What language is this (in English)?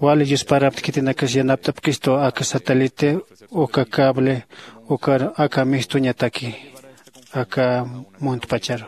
Aymara